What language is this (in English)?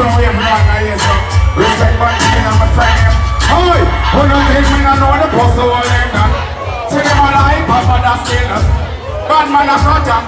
Jamaican Creole English